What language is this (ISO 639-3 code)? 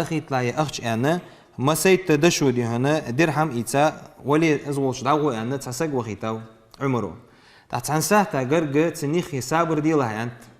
inh